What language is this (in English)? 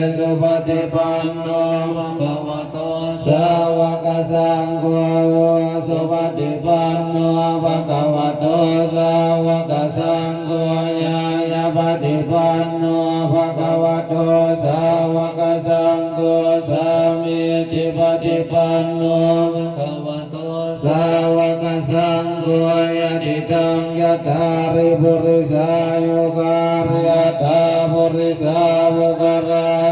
Pali